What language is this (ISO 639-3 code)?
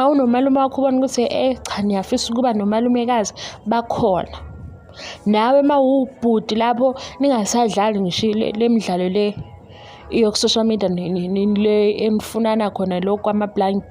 zul